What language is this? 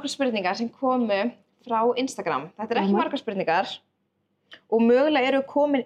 Icelandic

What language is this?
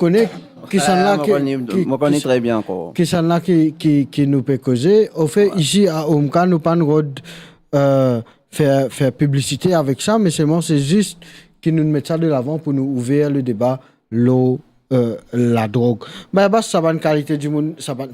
Morisyen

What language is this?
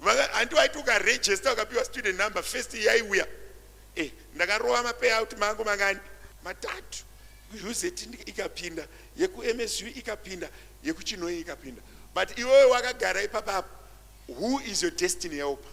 Shona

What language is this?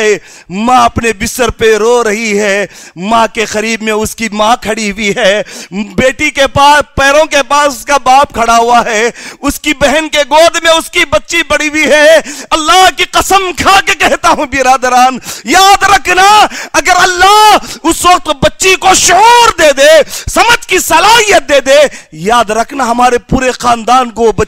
Urdu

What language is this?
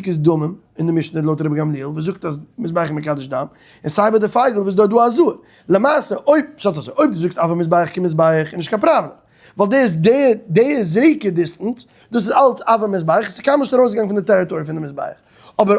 Yiddish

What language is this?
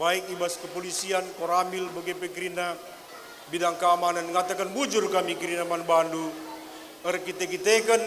Batak Karo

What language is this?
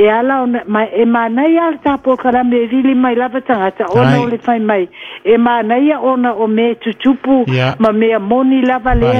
Samoan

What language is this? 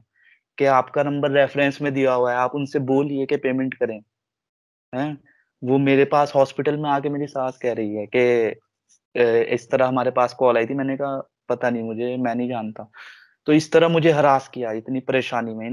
Hindi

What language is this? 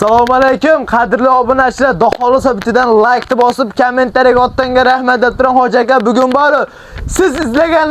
Uzbek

